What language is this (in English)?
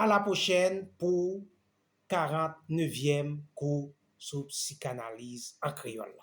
Haitian Creole